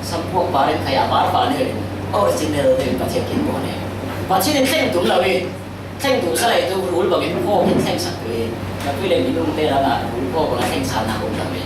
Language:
Falam Chin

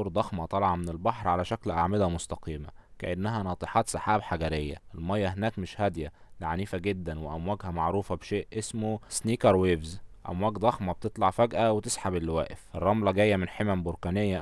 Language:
Egyptian Arabic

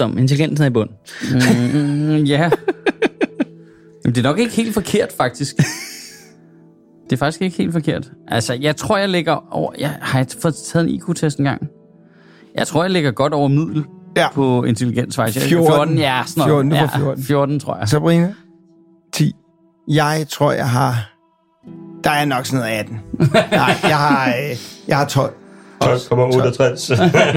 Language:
Danish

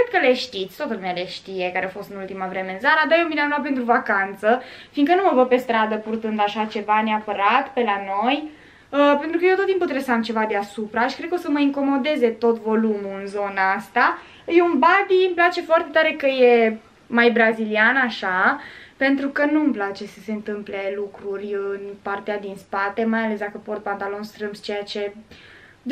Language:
Romanian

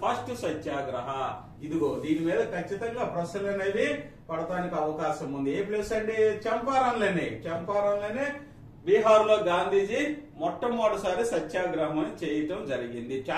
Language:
Telugu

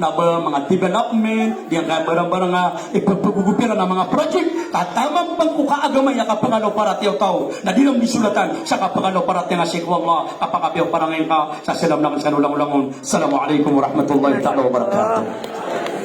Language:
Maranao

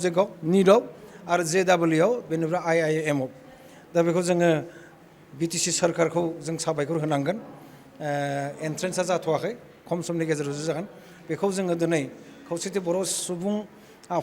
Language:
Bodo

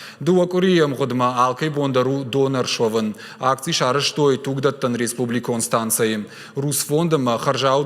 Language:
Ossetic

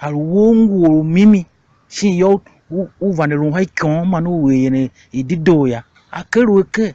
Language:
Tiv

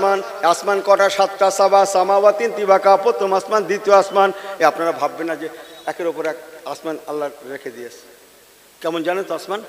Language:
Bangla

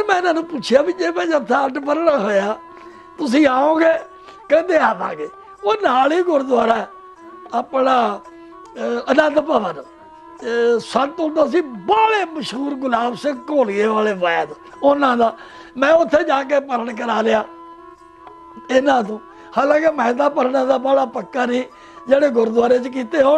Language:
Punjabi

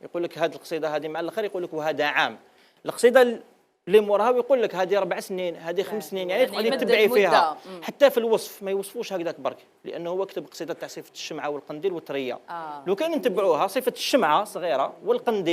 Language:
Algerian Arabic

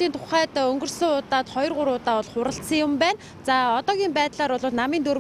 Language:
Mongolian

